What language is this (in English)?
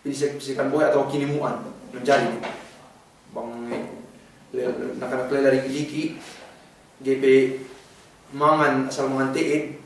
Yakan